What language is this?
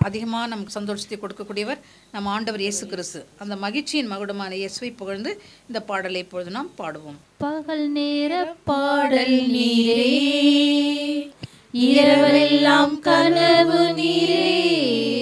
Tamil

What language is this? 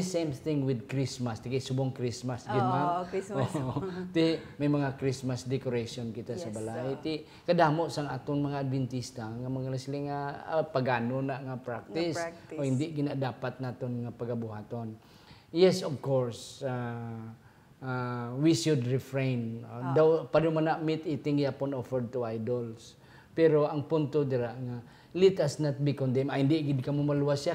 Hiligaynon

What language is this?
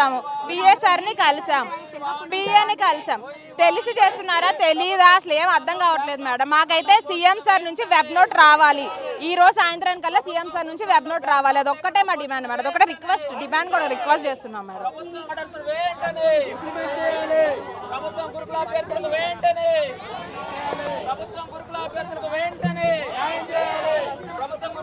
Telugu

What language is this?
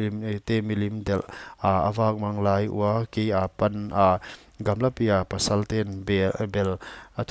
Paite Chin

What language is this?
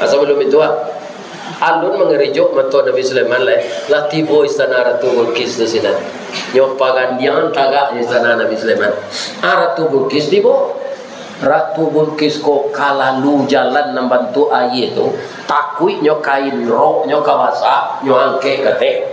Minangkabau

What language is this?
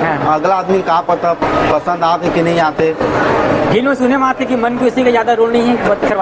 Chhattisgarhi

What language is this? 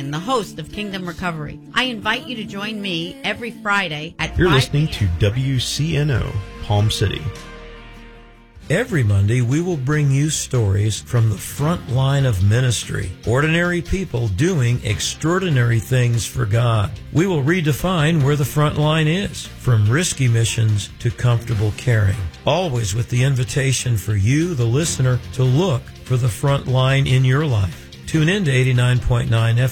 English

